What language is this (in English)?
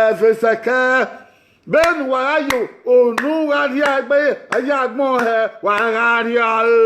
Bini